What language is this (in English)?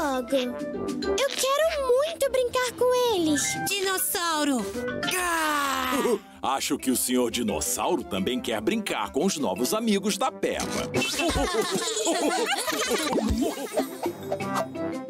Portuguese